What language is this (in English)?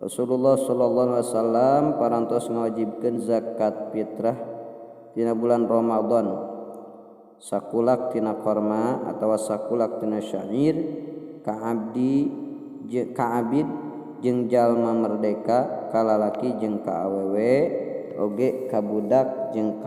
Sundanese